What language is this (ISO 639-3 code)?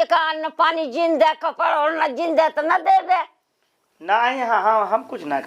awa